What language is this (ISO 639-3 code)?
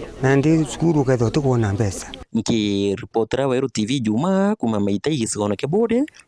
mer